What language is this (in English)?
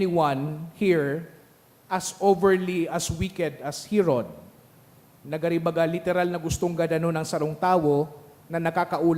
Bikol